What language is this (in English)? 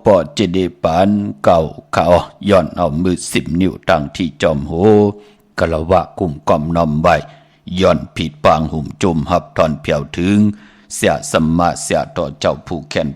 Shan